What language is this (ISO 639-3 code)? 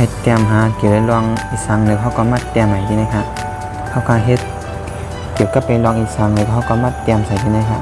shn